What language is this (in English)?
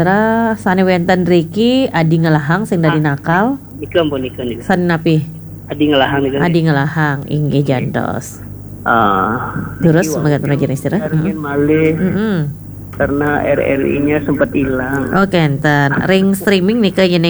Balinese